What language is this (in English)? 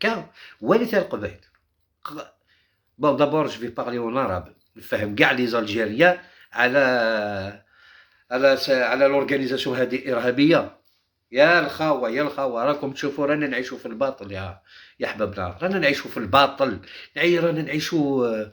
Algerian Arabic